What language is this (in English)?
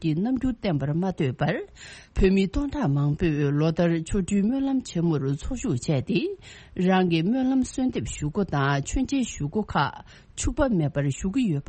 Tibetan